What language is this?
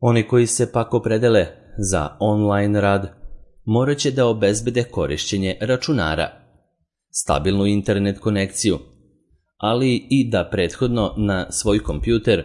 Serbian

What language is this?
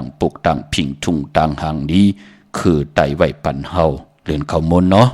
Shan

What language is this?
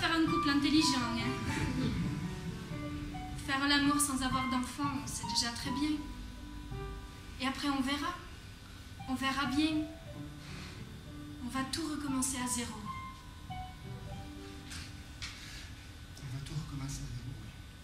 French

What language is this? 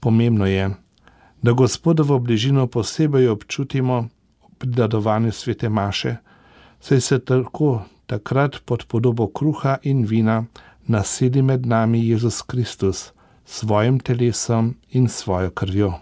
Slovenian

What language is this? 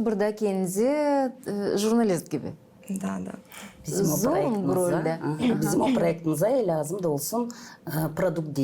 Gagauz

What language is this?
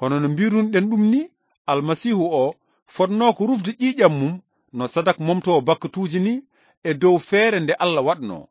Fula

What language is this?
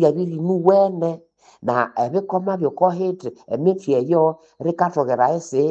Nande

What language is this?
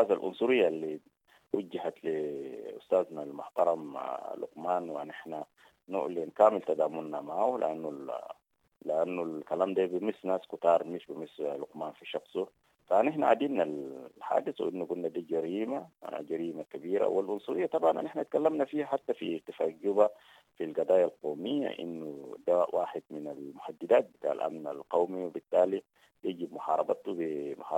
Sudanese Arabic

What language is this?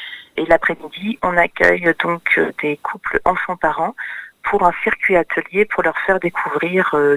French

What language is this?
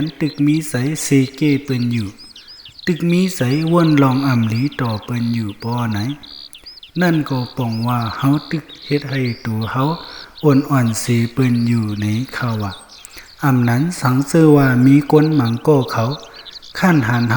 Shan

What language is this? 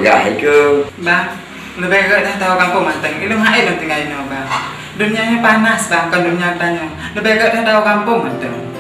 Achinese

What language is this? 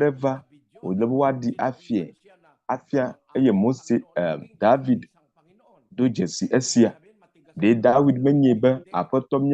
Ewe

